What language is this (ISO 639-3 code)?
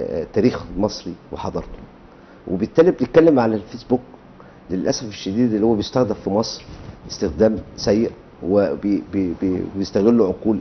arz